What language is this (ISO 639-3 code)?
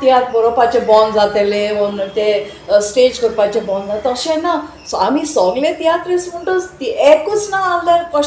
kok